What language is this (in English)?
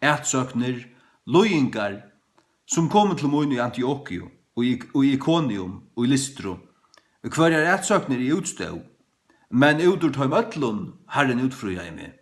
Faroese